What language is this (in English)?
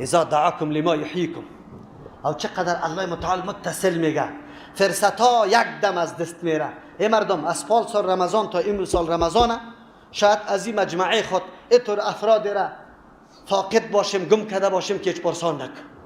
Persian